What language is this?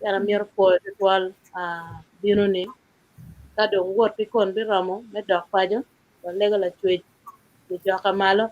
Acoli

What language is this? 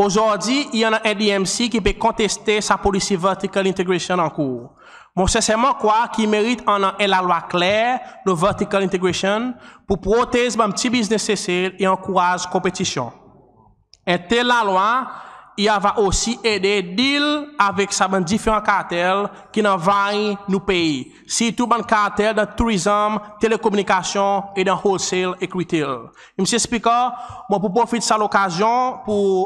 Seselwa Creole French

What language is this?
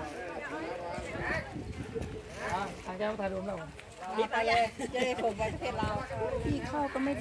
Thai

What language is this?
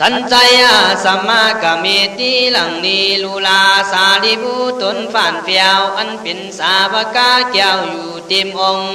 Khün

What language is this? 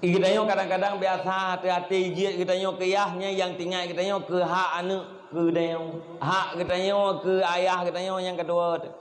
Achinese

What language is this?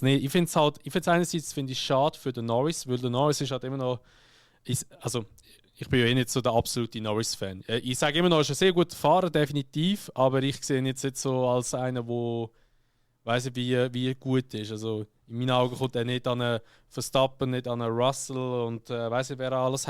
Swiss German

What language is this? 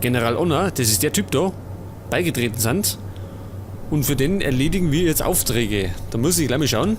Bavarian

